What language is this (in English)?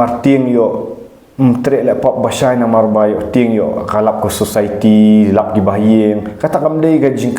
Khasi